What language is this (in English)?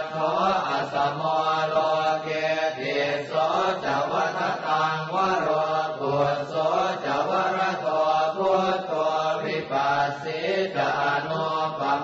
Pali